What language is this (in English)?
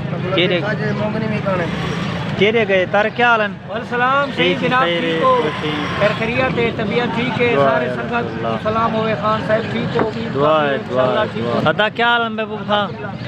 Saraiki